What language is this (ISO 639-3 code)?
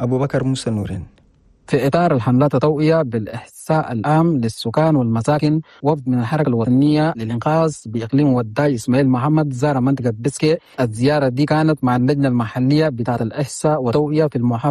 shu